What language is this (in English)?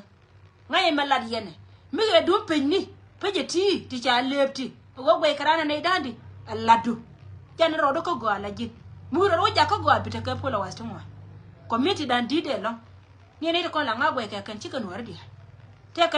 Nuer